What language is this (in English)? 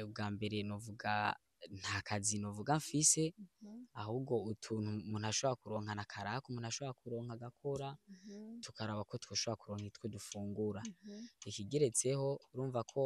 Rundi